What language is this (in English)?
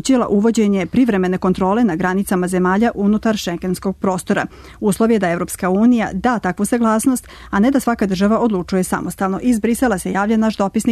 Serbian